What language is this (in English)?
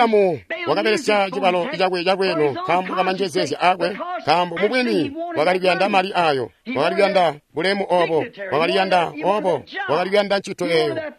Tonga (Zambia)